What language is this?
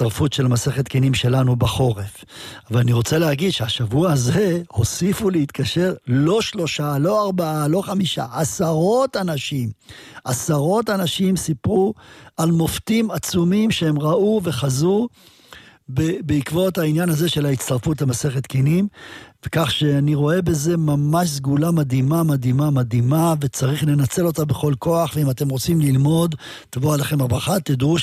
Hebrew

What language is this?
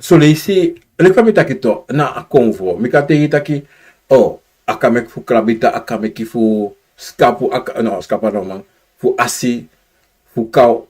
Sranan Tongo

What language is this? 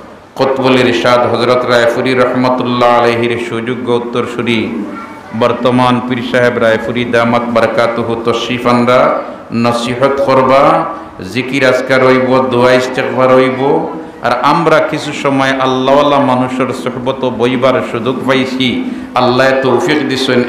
Sylheti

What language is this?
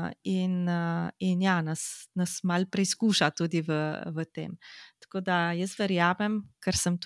Slovenian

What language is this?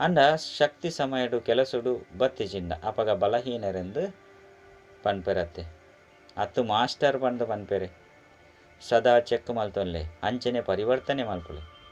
Tulu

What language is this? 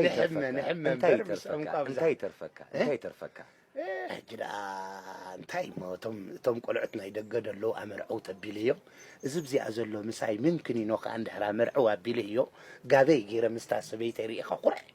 Tigrinya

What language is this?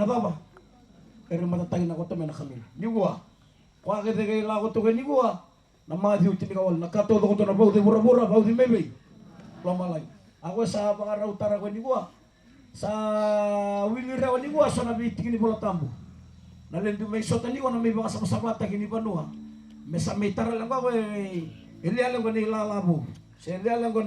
Fijian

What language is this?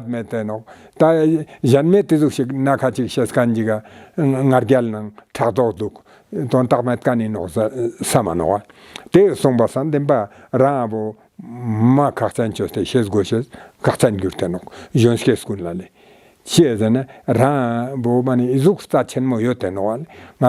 Ladakhi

